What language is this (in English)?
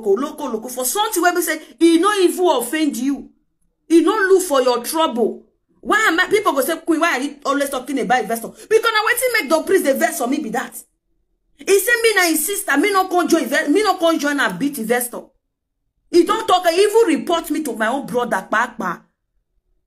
Nigerian Pidgin